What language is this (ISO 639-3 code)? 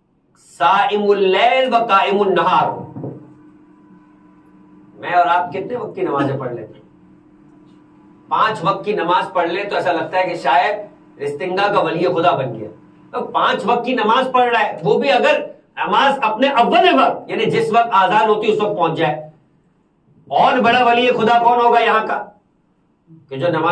urd